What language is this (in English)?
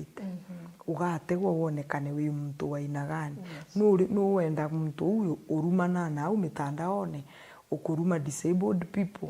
Meru